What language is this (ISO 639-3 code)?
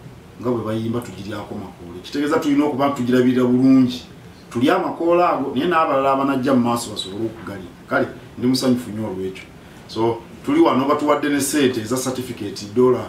lug